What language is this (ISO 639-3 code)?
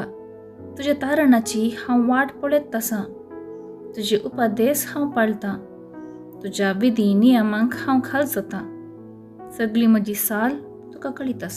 kok